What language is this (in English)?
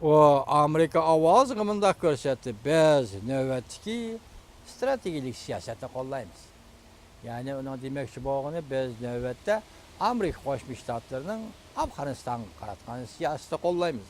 Uyghur